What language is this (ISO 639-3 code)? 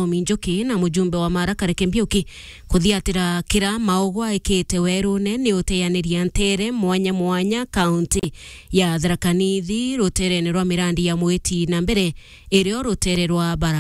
mer